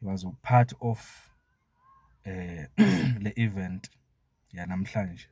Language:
Zulu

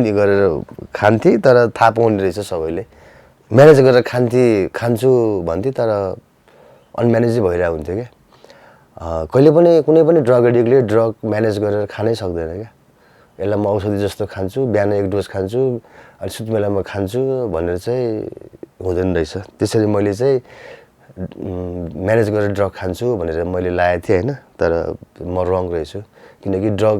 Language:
Nepali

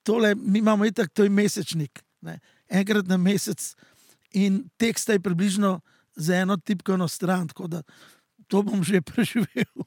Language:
Slovenian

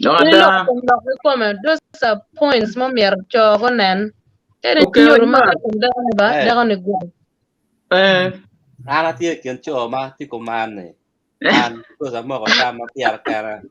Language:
Acoli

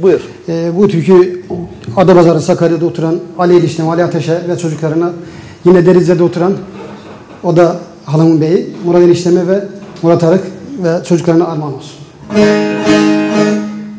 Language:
Turkish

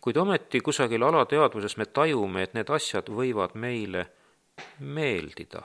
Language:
Estonian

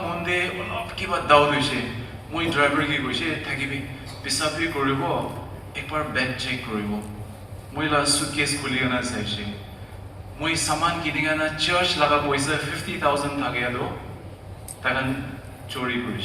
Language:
Naga Pidgin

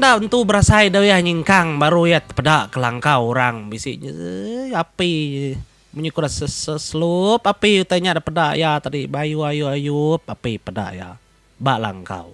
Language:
Iban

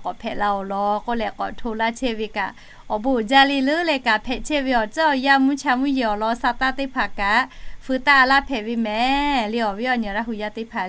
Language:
Lahu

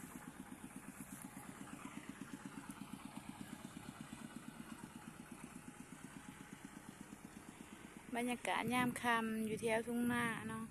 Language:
Lao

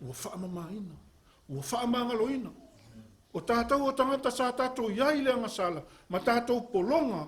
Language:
Samoan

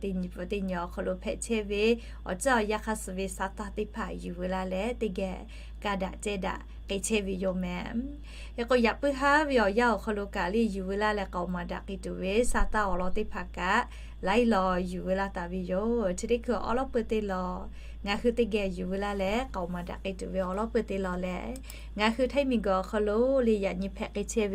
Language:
Lahu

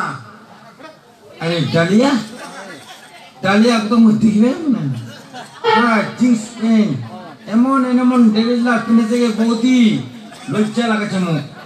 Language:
Rangpuri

